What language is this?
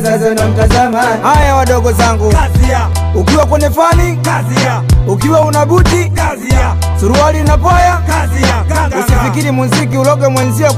Swahili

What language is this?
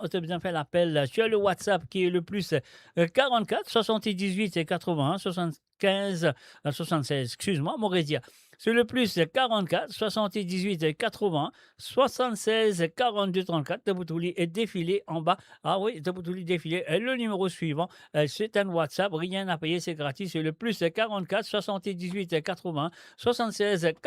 Morisyen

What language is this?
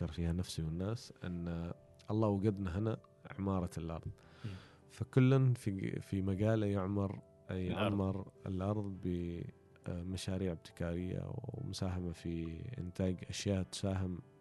Gulf Arabic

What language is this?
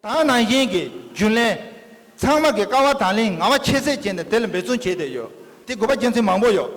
Tibetan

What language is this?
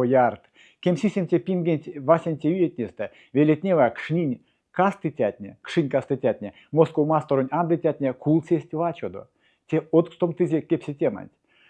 Erzya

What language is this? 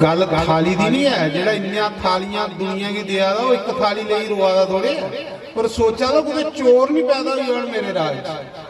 Dogri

